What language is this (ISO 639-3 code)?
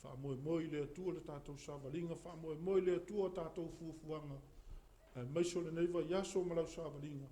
smo